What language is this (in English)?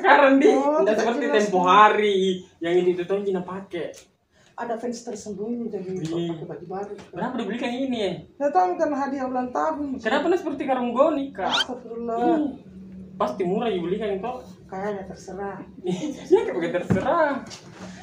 Makassar Malay